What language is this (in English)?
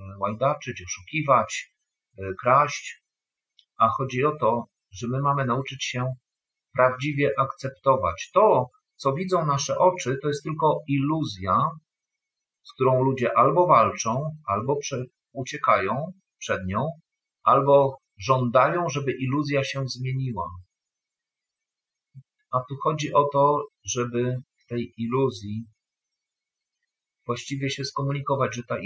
Polish